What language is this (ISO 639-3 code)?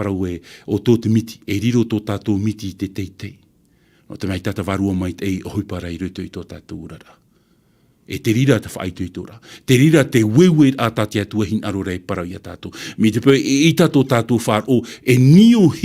tah